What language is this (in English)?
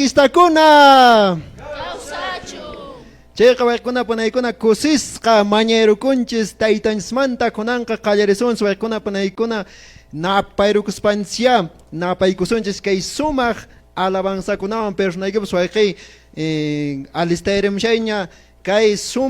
Quechua